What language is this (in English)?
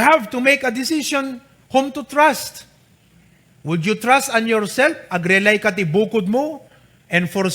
Iloko